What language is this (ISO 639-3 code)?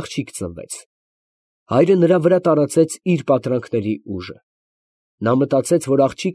hye